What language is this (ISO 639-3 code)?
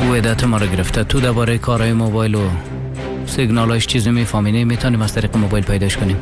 fas